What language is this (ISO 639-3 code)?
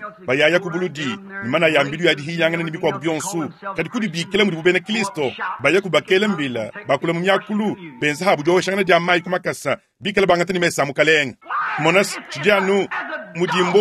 lua